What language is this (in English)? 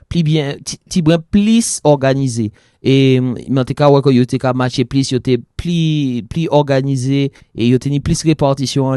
Occitan